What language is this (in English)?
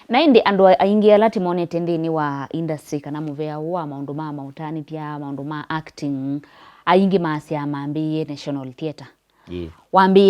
Kamba